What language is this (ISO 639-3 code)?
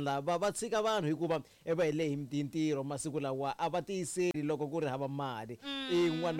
tso